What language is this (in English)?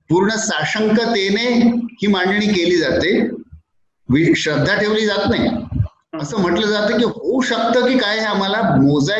Marathi